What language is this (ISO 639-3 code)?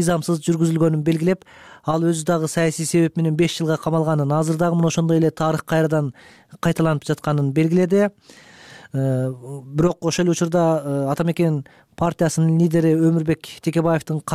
kir